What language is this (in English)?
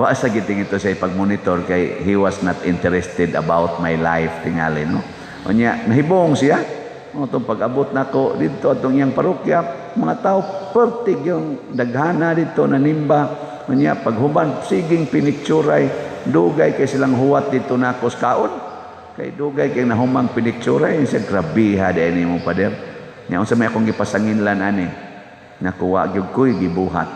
Cebuano